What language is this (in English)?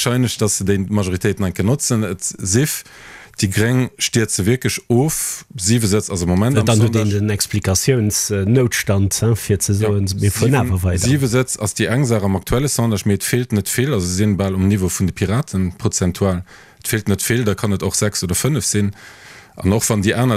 Luxembourgish